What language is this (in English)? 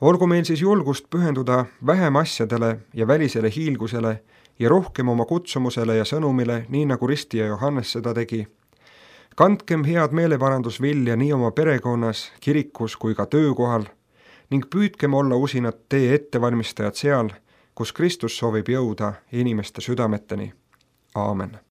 Estonian